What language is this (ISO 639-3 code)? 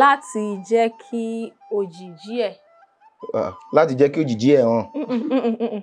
yor